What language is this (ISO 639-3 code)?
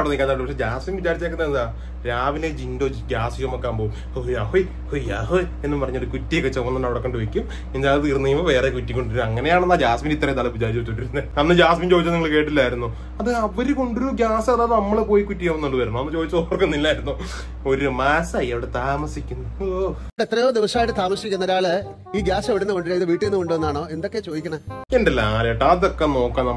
mal